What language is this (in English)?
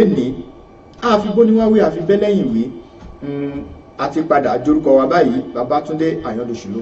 Yoruba